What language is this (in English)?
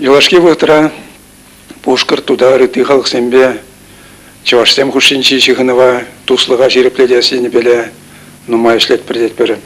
Chuvash